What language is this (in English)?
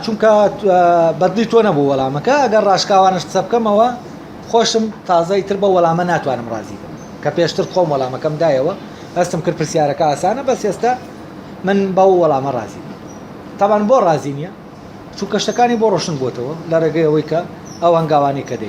Central Kurdish